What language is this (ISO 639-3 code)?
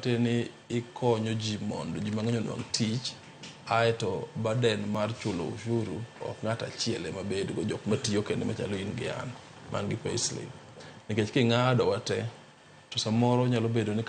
luo